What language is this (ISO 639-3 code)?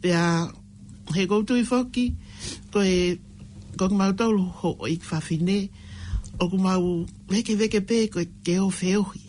ton